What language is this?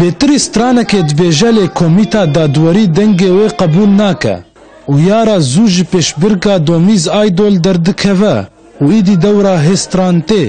Kurdish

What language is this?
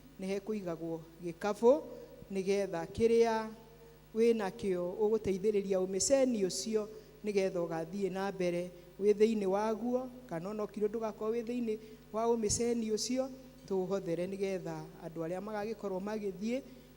Kikuyu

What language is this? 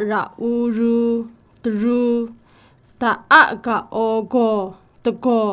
Kachin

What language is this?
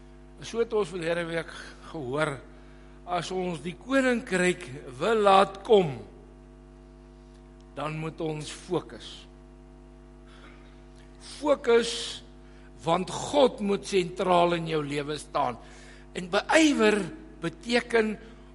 Afrikaans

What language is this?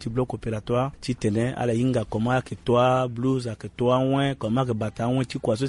Sango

